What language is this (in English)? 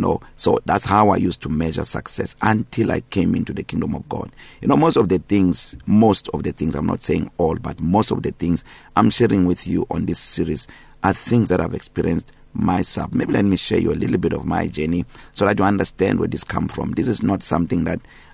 English